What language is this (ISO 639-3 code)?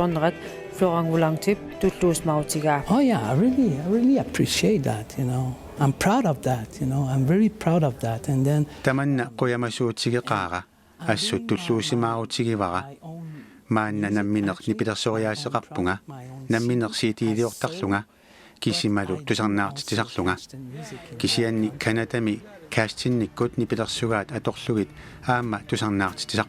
kal